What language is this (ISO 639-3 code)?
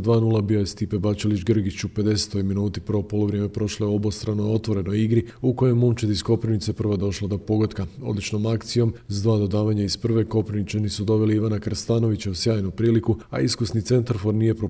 hrv